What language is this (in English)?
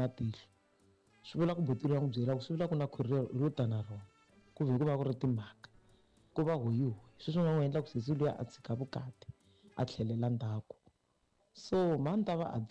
Tsonga